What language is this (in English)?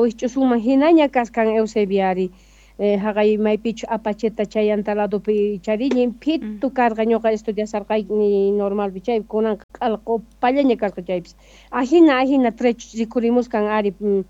South Bolivian Quechua